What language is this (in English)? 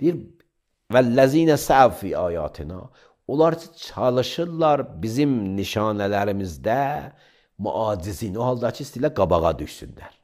Azerbaijani